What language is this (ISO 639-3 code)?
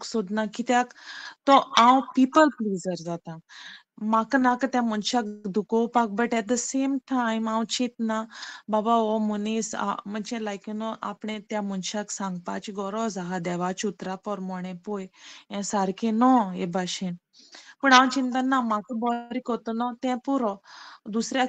kok